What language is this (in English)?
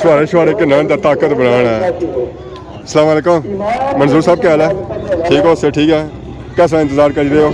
Pahari-Potwari